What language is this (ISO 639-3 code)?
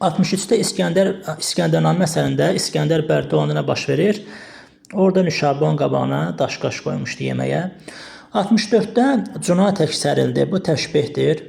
aze